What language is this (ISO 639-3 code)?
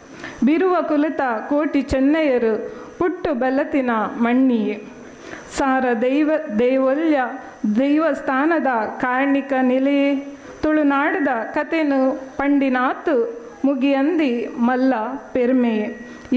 tcy